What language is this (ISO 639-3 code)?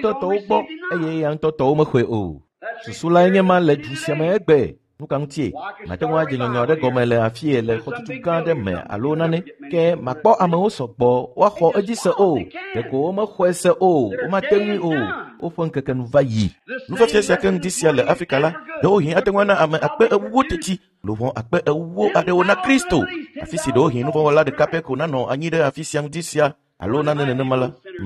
ewe